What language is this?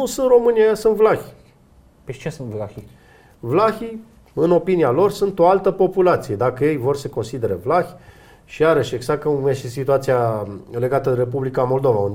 Romanian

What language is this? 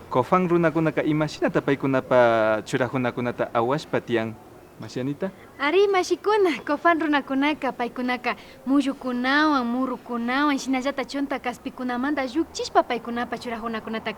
Imbabura Highland Quichua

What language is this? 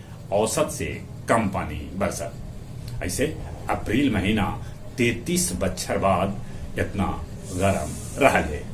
Magahi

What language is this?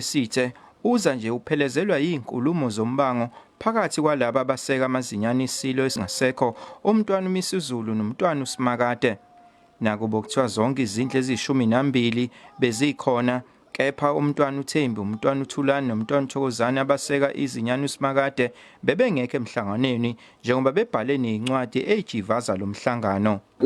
Zulu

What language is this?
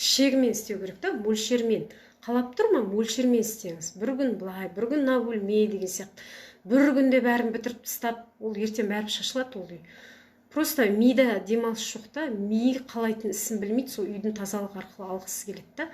Kazakh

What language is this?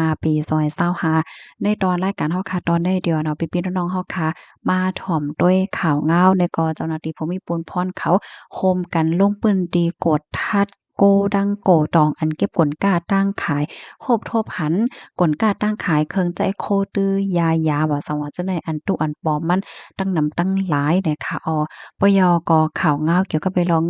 Shan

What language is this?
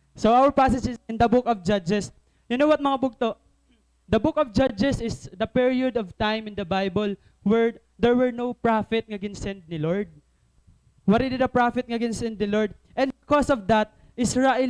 Waray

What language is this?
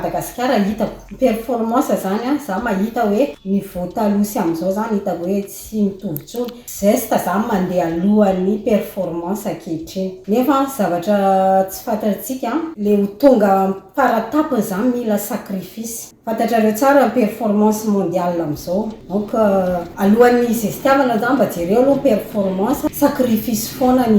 Malagasy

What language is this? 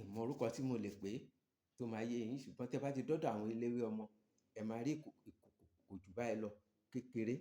Yoruba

